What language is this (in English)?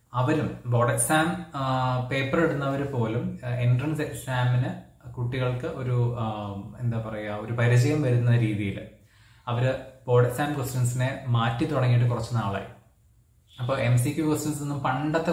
Malayalam